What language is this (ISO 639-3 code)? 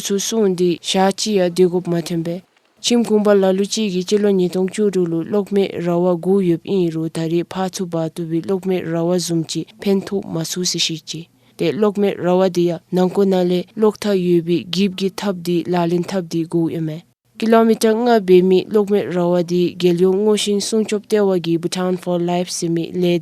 dzo